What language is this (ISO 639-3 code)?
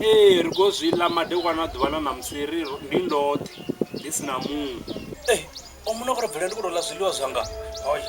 ven